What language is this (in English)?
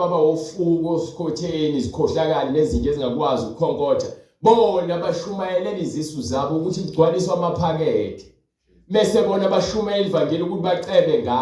Zulu